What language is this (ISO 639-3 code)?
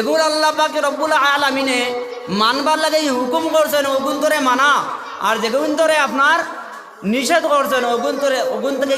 syl